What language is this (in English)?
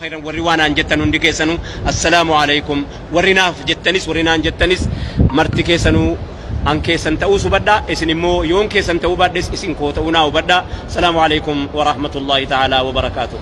Oromo